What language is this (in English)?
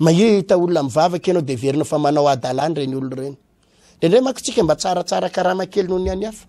Malagasy